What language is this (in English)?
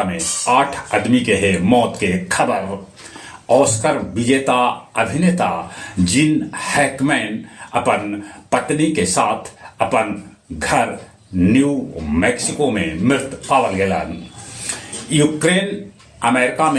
Magahi